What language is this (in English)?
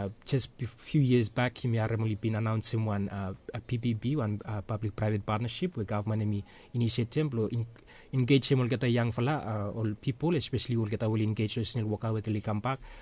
Bislama